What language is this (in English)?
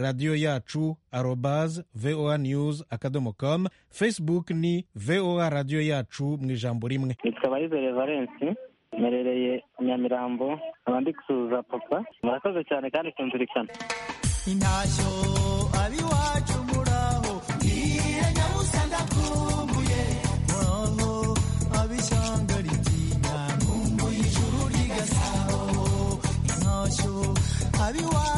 Kinyarwanda